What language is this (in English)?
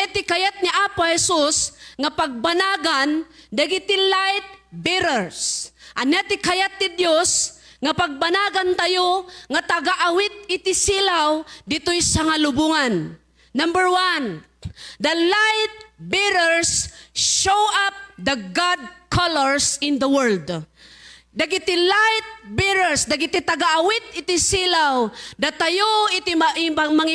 Iloko